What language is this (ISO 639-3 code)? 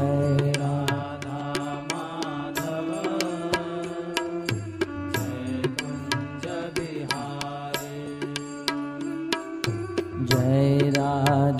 guj